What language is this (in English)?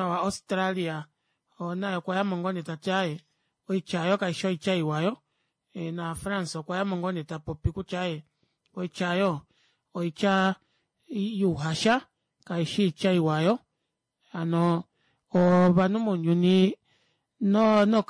Kuanyama